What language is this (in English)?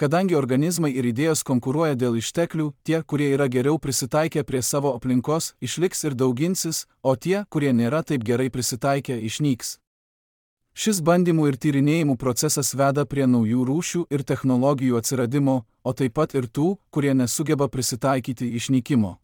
Lithuanian